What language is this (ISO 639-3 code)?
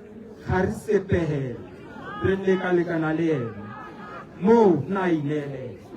tsn